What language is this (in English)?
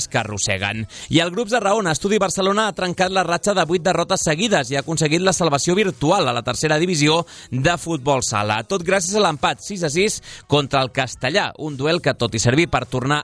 Catalan